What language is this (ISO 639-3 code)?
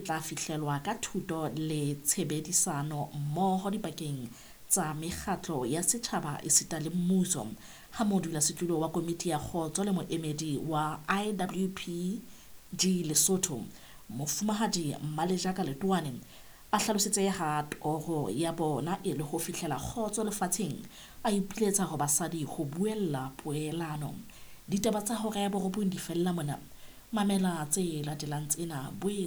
sot